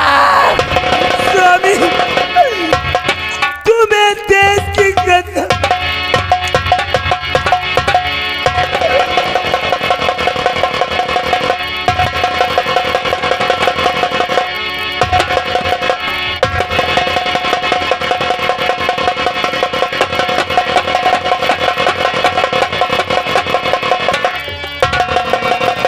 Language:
Hindi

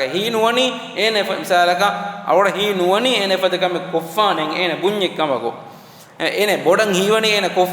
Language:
Divehi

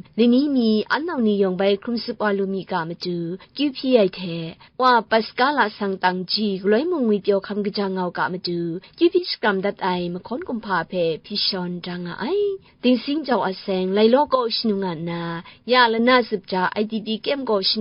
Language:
Kachin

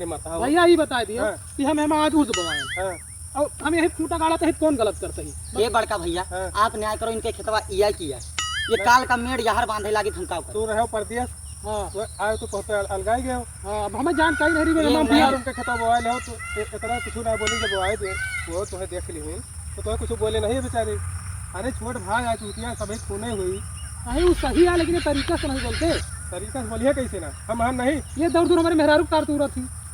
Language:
Awadhi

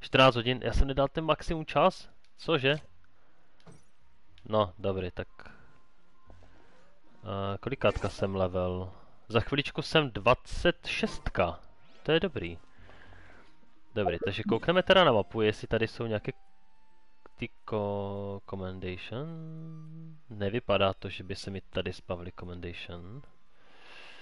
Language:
Czech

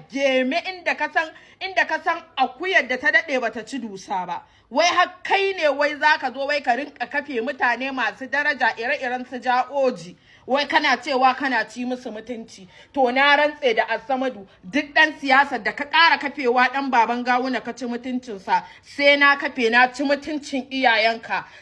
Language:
Hausa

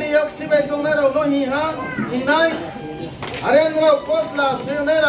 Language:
Riang (India)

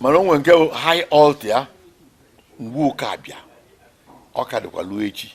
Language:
Igbo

